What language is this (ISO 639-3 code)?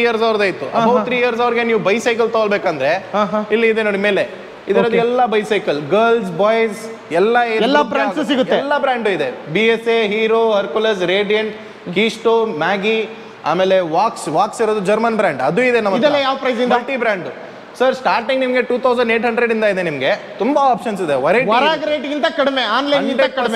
kan